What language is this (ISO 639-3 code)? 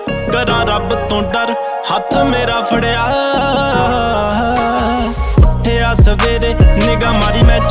pan